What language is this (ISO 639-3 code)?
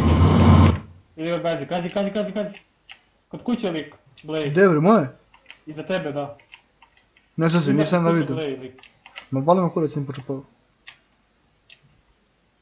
hrv